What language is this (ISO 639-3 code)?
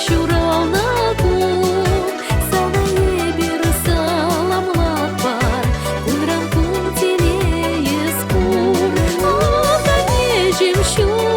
chv